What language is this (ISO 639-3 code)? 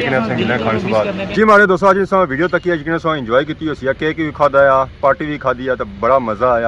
phr